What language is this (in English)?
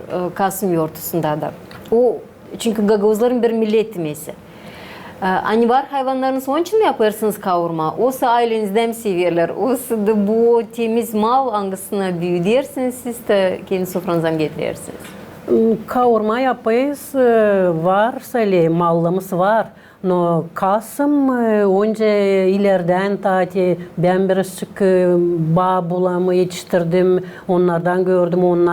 Gagauz